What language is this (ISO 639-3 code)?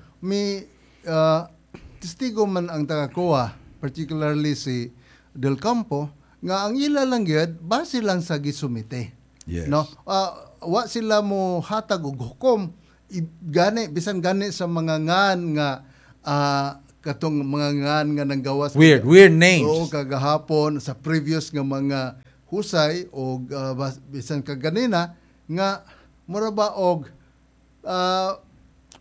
ceb